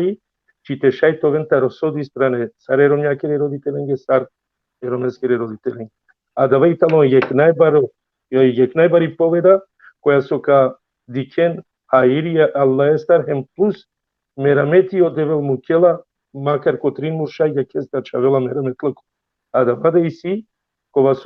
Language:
Balkan Romani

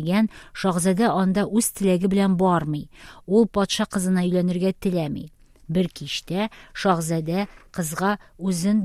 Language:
Tatar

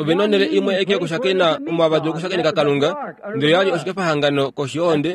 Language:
Kuanyama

